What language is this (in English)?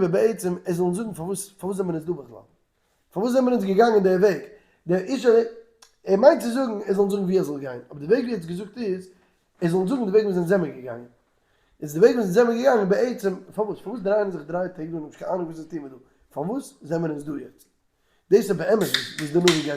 Yiddish